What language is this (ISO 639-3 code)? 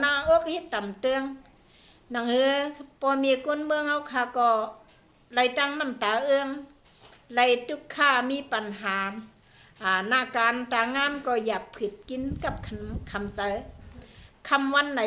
shn